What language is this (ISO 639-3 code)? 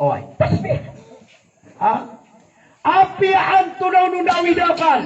mrw